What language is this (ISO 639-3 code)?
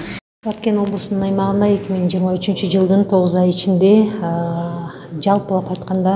kir